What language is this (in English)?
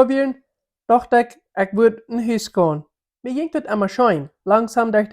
Plautdietsch